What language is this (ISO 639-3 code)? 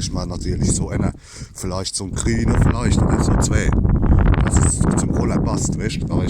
pfl